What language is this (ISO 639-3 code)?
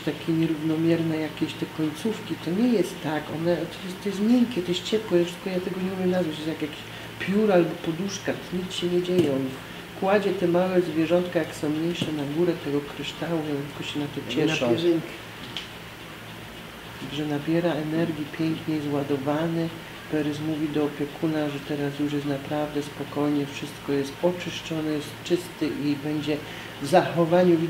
pol